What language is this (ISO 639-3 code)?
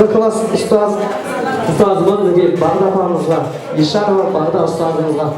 kaa